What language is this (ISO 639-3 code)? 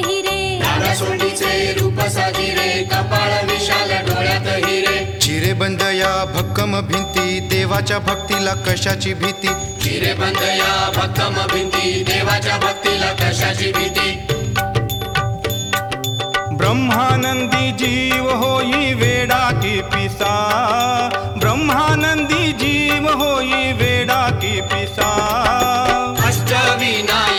mar